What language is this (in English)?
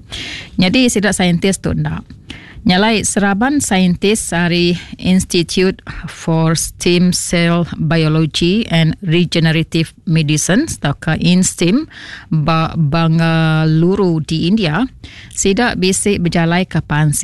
Iban